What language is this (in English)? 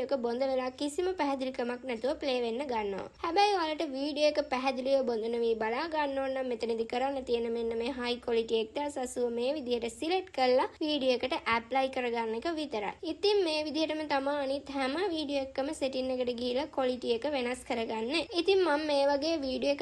Sinhala